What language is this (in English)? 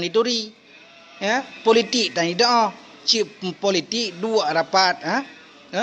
Achinese